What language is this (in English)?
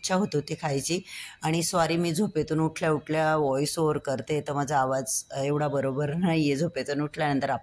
Marathi